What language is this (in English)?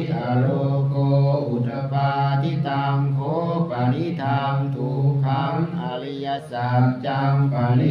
Pali